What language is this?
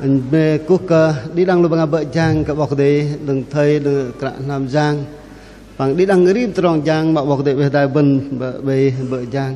Bahnar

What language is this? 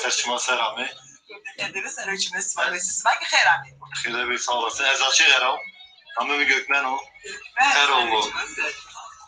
Zaza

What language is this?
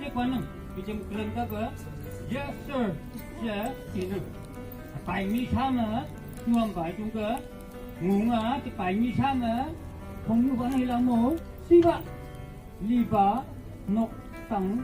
Phom Naga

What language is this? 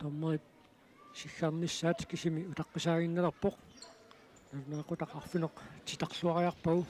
Kalaallisut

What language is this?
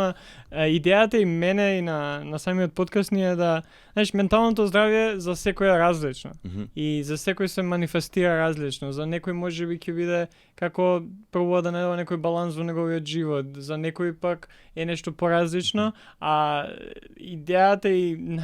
Macedonian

